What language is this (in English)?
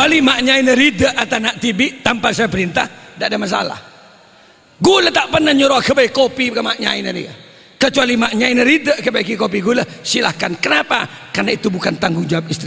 Madurese